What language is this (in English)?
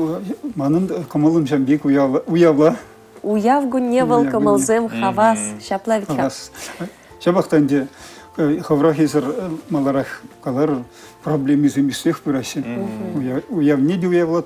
Chuvash